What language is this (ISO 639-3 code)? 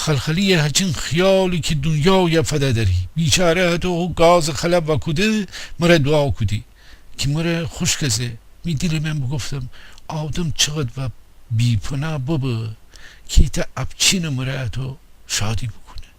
glk